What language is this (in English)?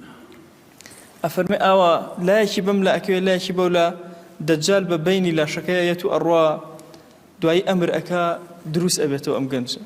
Central Kurdish